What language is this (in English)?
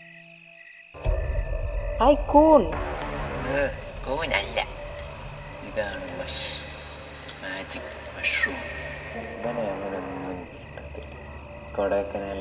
Malayalam